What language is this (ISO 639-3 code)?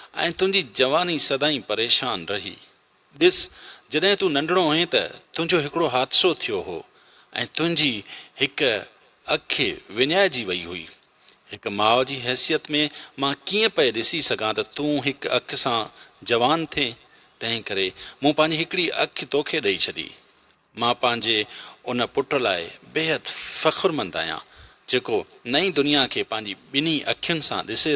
snd